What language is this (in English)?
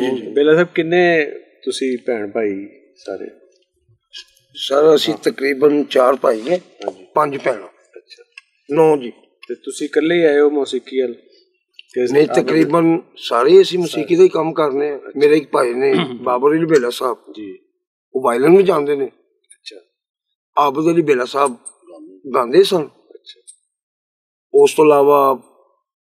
Punjabi